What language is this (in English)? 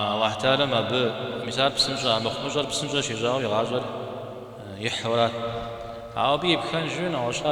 Kabardian